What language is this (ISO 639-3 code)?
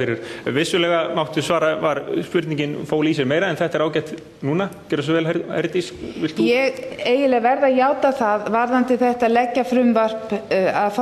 isl